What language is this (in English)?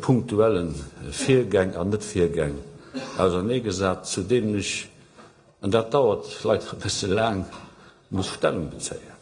Luxembourgish